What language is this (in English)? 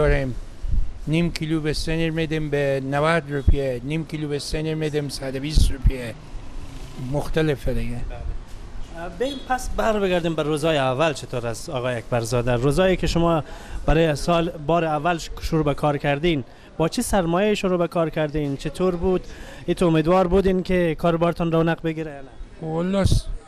Persian